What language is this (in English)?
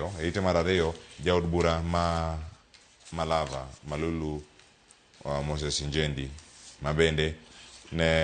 Luo (Kenya and Tanzania)